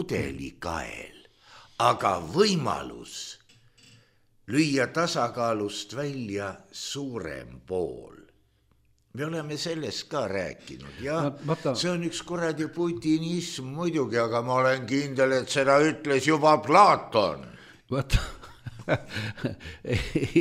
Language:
Estonian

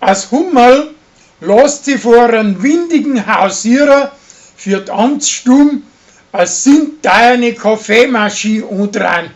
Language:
Bavarian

